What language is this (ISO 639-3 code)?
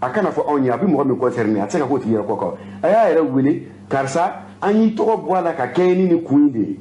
bam